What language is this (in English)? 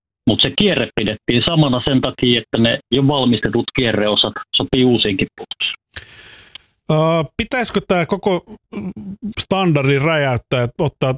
Finnish